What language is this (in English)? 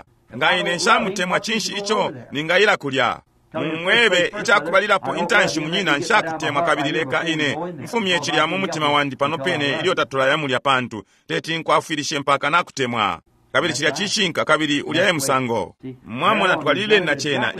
Bemba